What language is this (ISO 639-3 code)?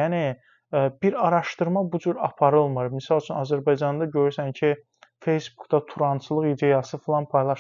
aze